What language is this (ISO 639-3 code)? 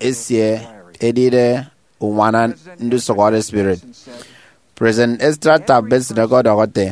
efi